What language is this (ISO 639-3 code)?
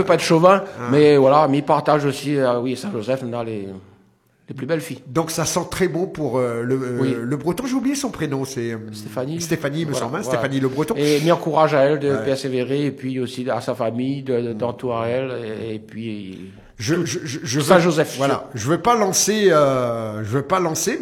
fra